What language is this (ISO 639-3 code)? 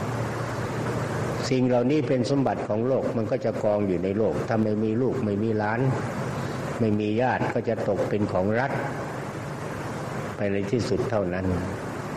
tha